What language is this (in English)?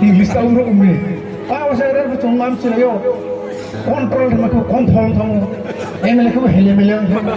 Riang (India)